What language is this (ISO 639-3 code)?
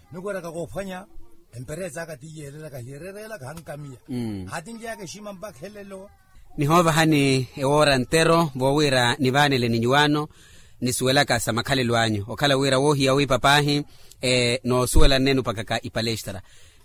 vmw